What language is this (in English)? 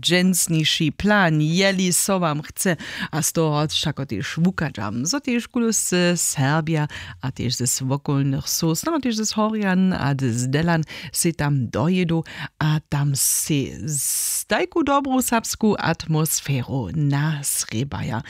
Upper Sorbian